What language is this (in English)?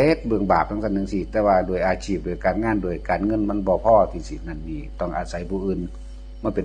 Northeastern Thai